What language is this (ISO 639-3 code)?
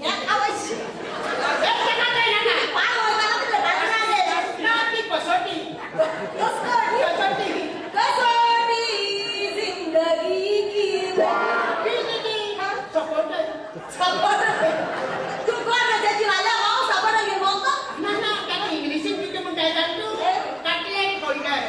kok